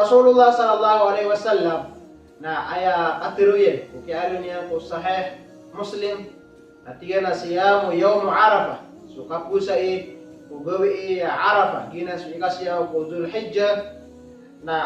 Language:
Maranao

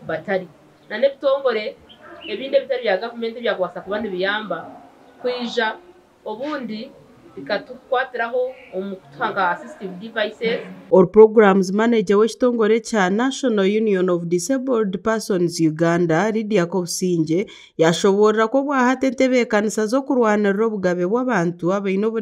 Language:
Nyankole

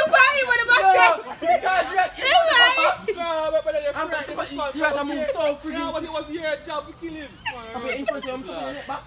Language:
Jamaican Creole English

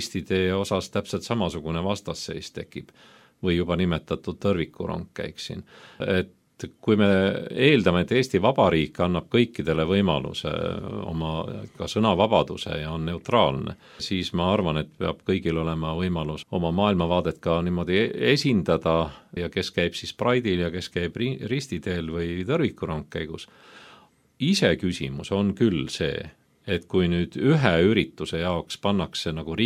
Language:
Estonian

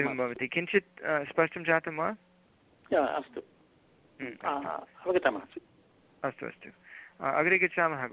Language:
Sanskrit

